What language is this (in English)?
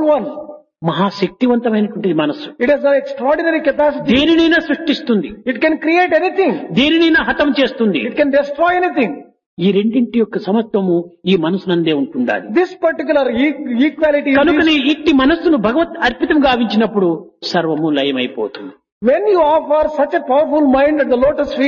Telugu